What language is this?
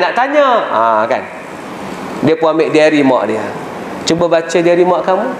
Malay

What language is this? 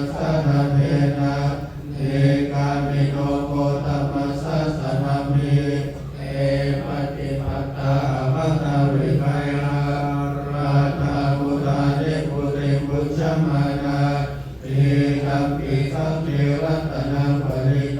Pali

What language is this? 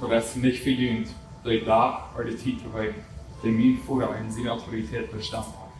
Plautdietsch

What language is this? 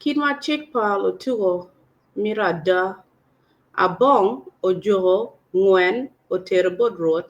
Acoli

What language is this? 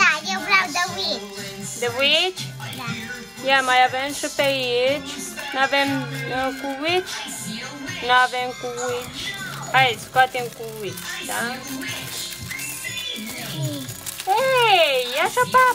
Romanian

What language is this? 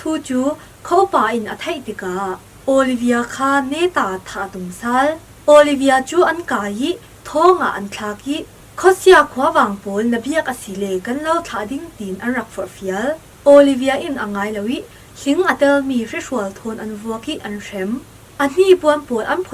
Falam Chin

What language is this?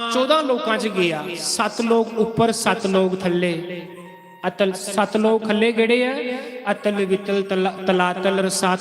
Dogri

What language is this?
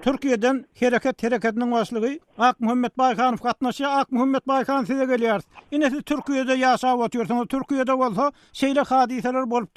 Turkmen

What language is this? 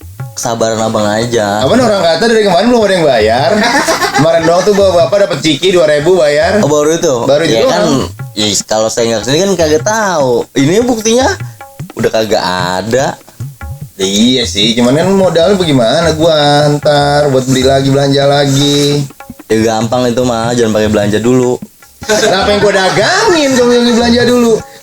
Betawi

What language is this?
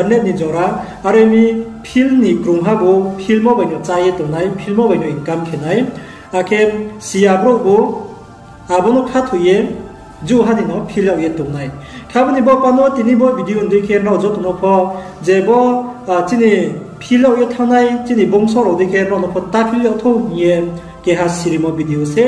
Riang (India)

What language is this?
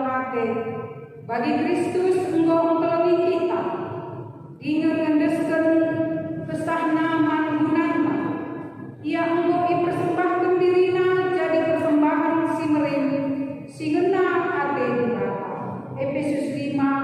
Batak Karo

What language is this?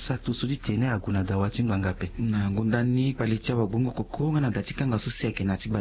Sango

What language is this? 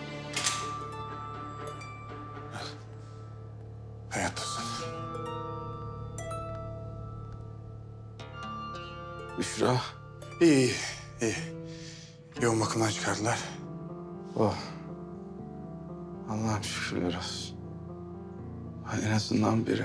Turkish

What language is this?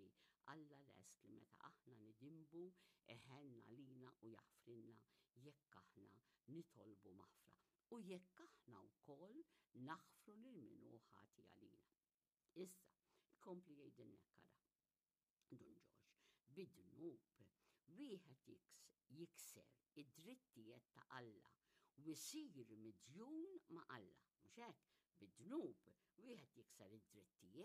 Maltese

